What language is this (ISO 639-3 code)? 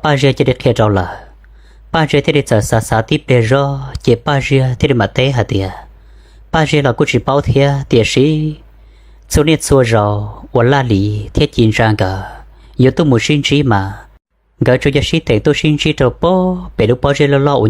hmn